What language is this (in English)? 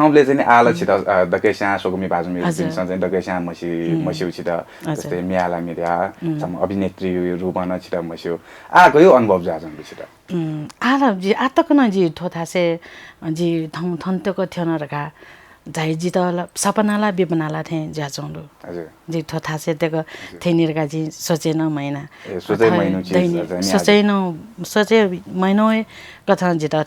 Newari